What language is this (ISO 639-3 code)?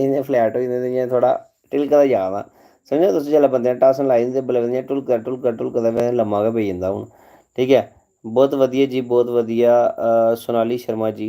doi